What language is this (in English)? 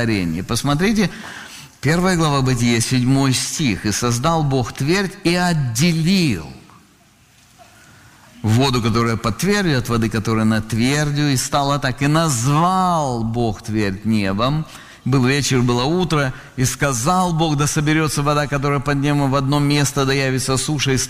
Russian